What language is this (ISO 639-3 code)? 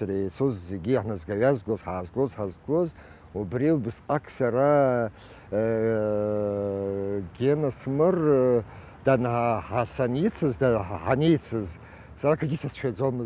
abk